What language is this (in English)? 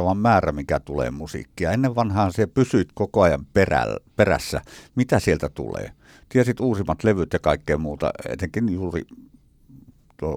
Finnish